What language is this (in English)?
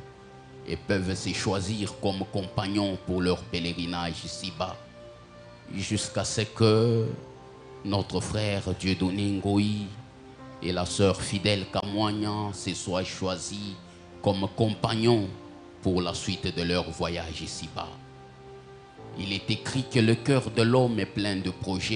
French